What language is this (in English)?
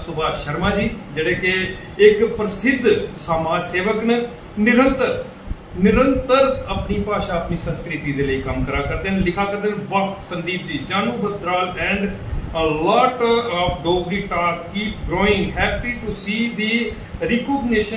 Dogri